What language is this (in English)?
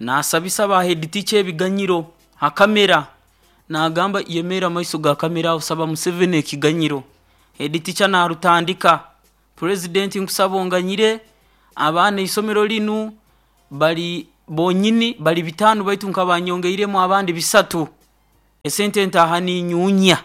Nyoro